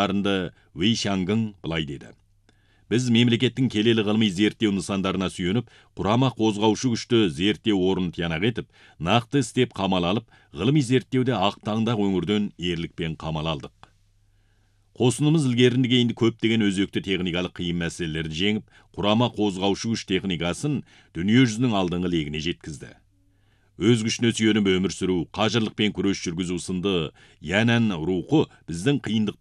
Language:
Kazakh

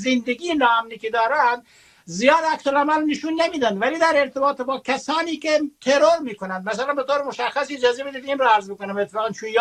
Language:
Persian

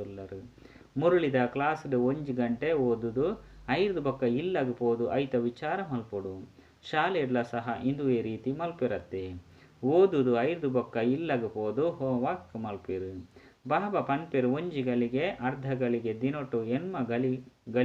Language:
Tulu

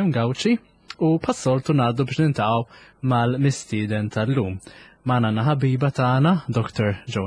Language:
Maltese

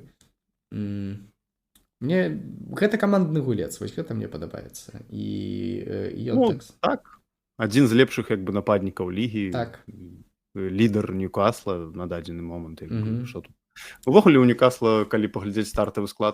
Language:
Belarusian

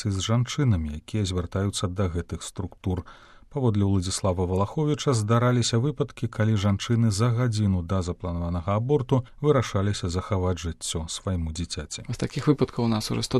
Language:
Belarusian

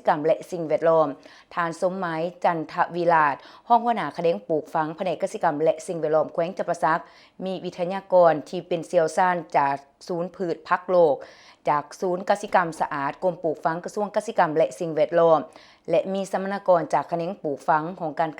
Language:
Lao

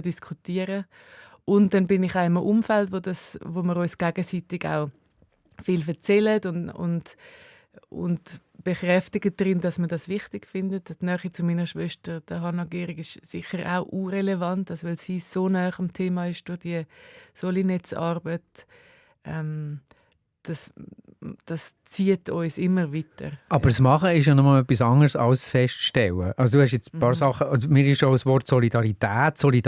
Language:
Swiss German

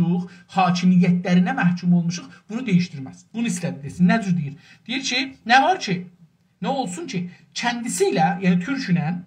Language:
South Azerbaijani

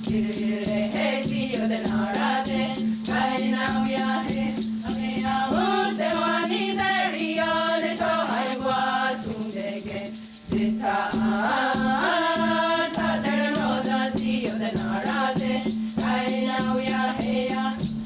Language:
Mohawk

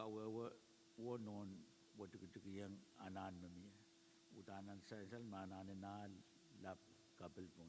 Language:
Pohnpeian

